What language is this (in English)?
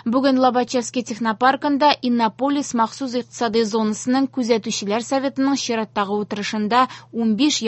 Tatar